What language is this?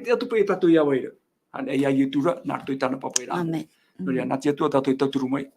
Tahitian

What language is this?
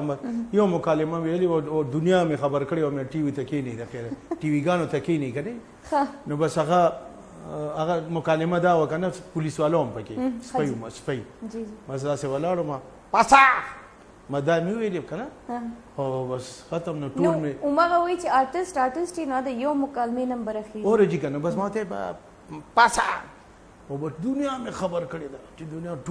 Pashto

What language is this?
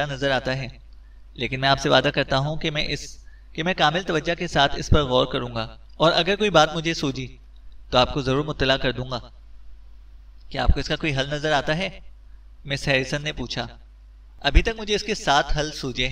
Urdu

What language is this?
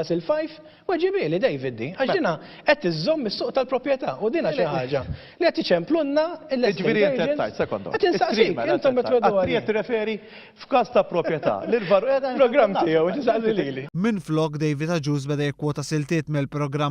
Maltese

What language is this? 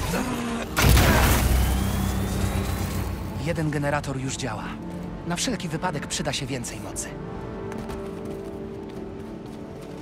Polish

